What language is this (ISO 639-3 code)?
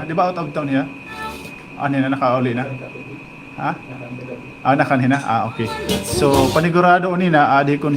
war